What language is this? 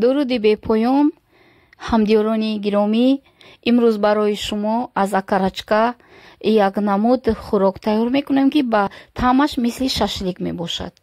Tajik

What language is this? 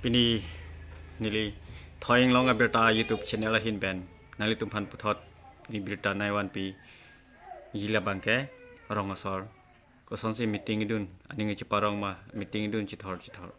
Karbi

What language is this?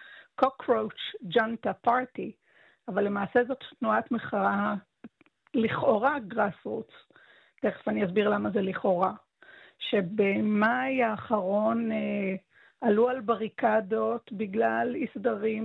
Hebrew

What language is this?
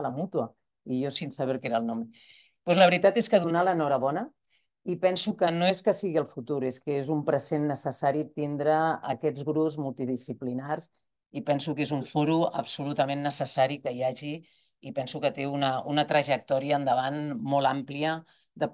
Catalan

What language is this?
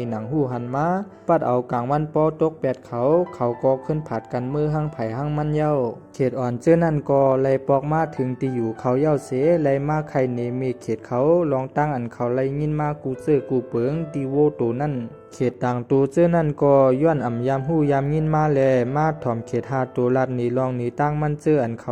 Shan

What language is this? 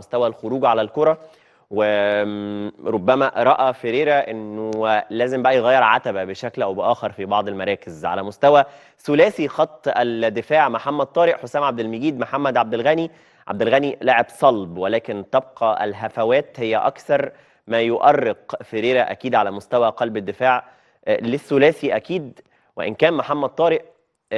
Egyptian Arabic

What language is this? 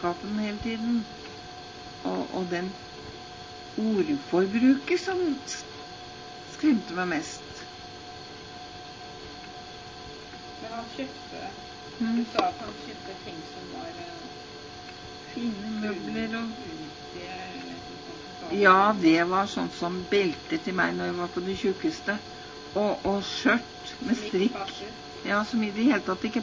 Norwegian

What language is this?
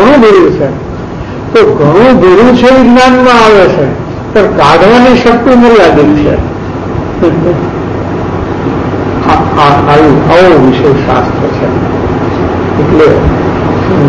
Gujarati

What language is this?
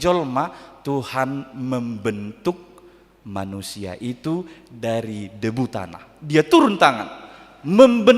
Batak Toba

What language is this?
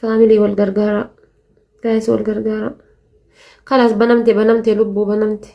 Oromo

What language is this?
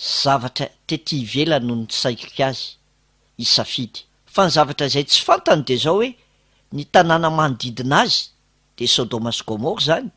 Malagasy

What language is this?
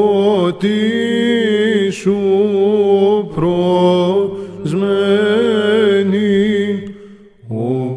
Greek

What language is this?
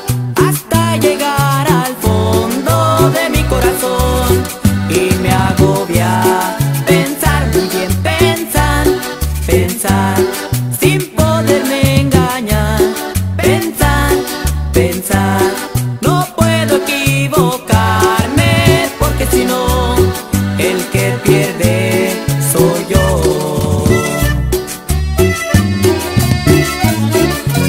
Spanish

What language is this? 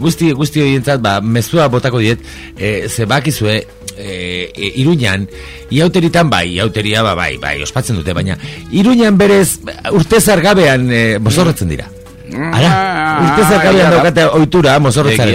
Basque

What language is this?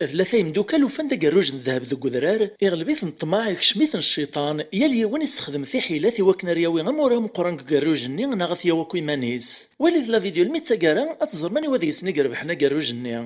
Kabyle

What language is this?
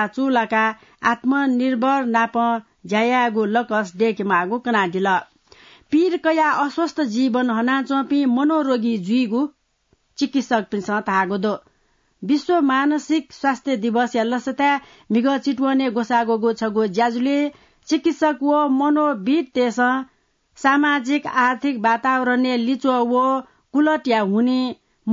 Newari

